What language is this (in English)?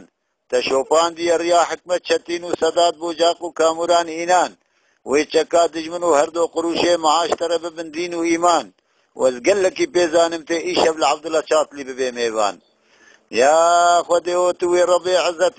Kurdish